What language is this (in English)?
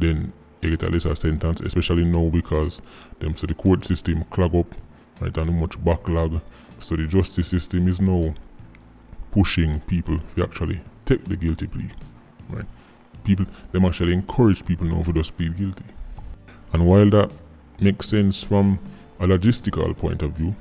Jamaican Creole English